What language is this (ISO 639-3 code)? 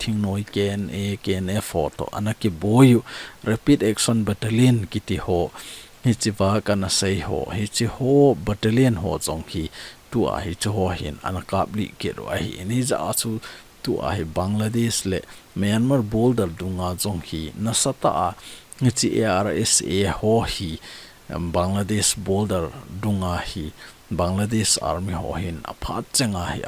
tcz